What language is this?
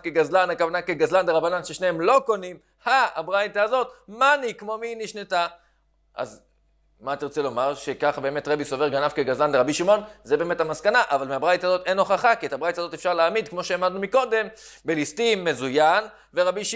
Hebrew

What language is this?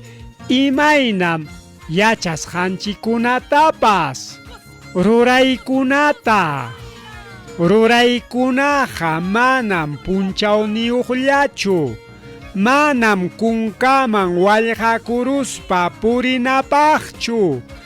Ayacucho Quechua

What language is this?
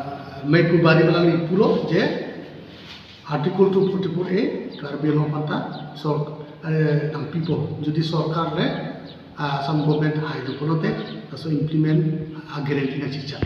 Karbi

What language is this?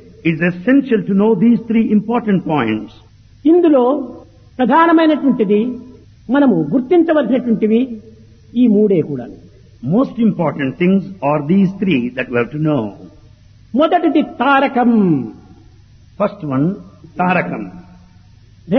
Telugu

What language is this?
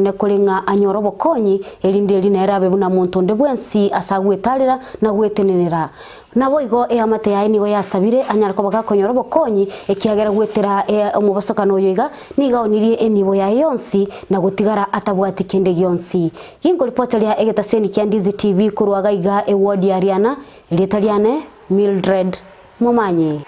Gusii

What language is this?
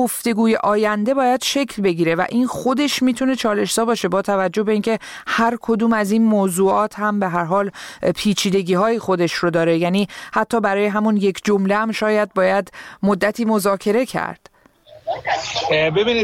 Persian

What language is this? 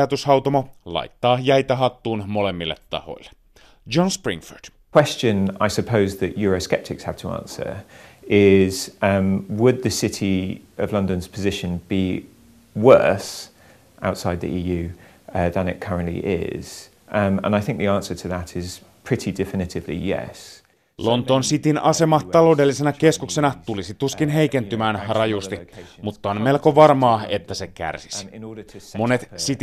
Finnish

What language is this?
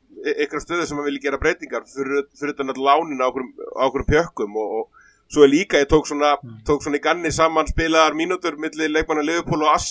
Icelandic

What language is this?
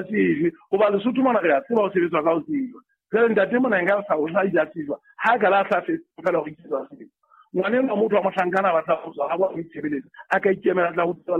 Southern Sotho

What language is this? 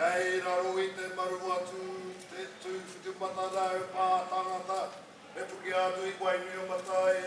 Māori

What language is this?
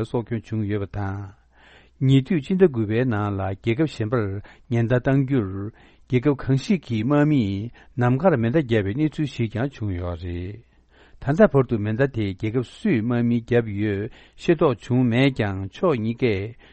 Tibetan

